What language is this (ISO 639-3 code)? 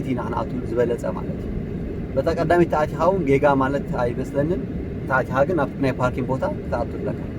tir